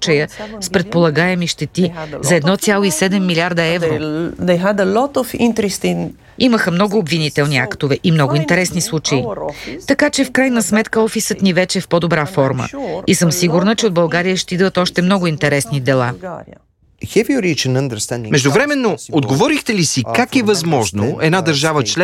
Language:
Bulgarian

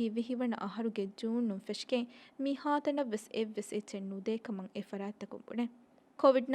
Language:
Divehi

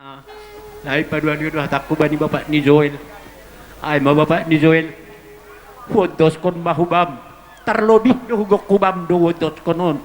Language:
Batak Simalungun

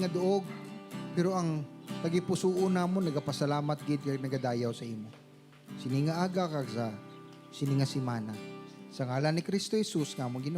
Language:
Hiligaynon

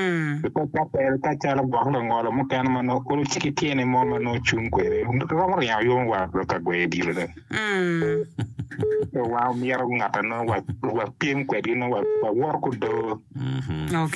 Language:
Acoli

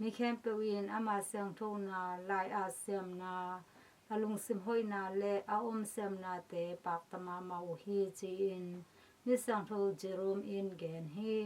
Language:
Tedim Chin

